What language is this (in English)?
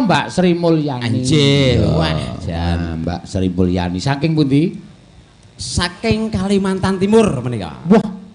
Javanese